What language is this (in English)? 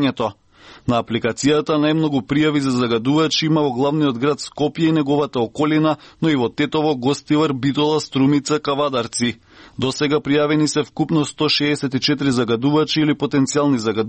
Macedonian